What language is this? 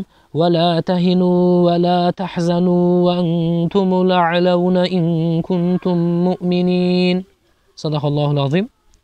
Turkmen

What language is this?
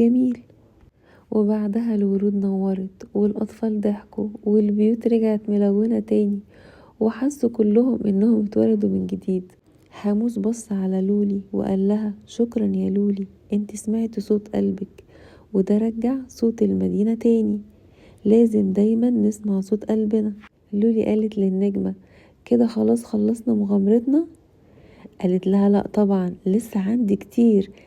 Egyptian Arabic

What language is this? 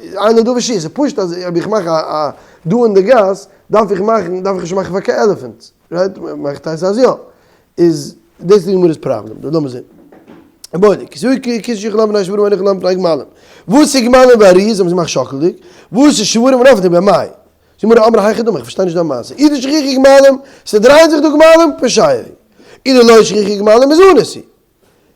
Yiddish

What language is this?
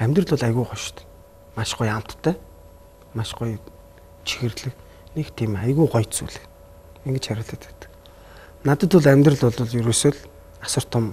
Mongolian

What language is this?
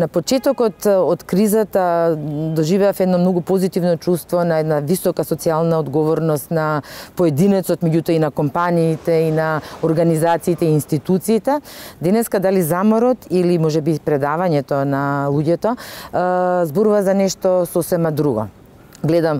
Macedonian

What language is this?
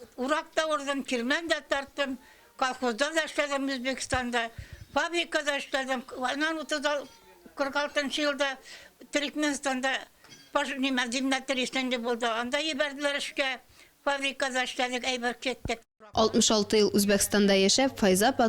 Tatar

